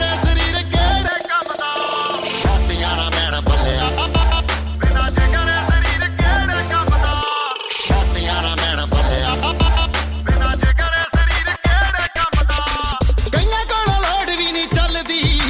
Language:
Punjabi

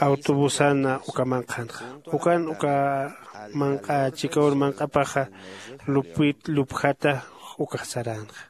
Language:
Aymara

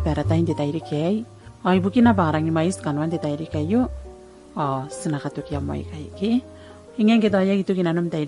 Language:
Gilbertese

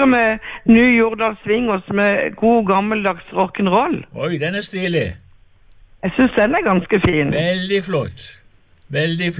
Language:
Norwegian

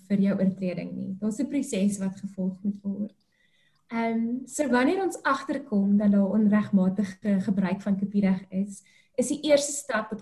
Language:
Afrikaans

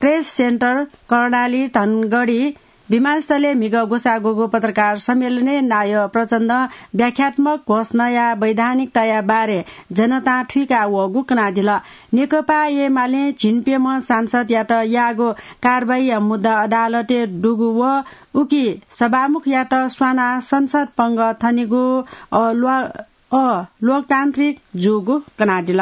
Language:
Newari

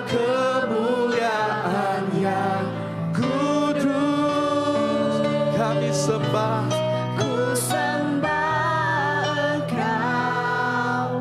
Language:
Iban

